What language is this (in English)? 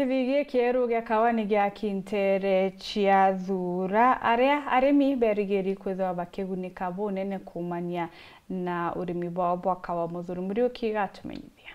Meru